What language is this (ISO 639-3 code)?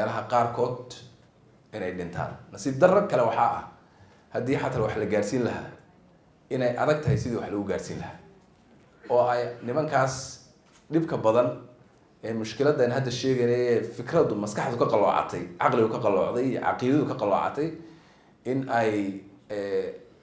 som